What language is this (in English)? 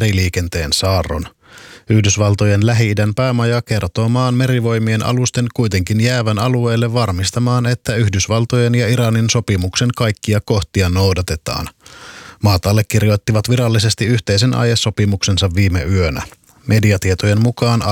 Finnish